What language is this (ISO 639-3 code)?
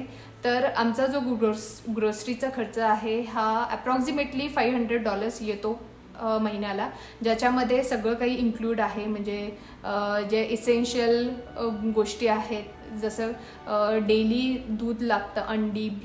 mar